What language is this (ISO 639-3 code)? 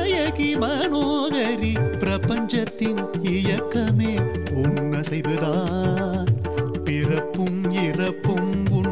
tam